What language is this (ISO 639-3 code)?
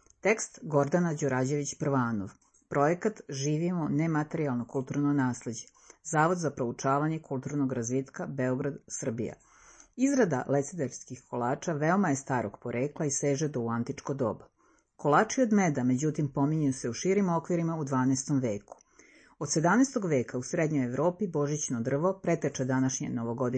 srp